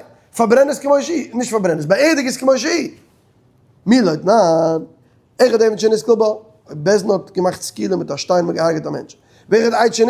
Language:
Yiddish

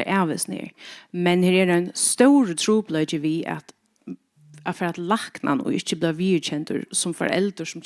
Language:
Faroese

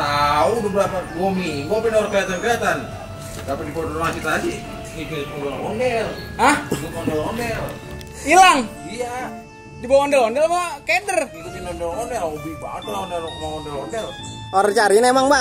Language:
Betawi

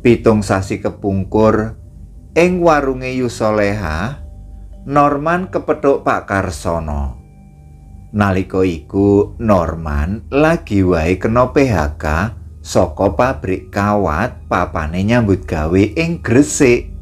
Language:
Javanese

